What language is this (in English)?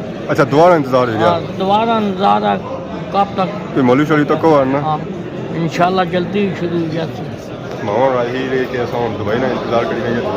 Pahari-Potwari